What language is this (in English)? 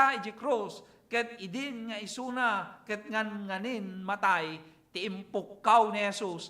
Iloko